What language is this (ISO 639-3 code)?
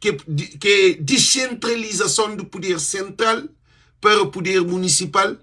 kea